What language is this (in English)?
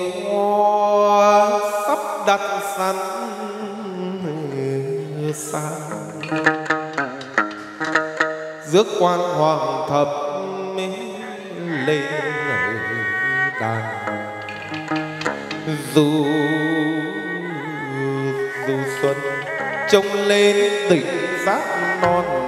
Vietnamese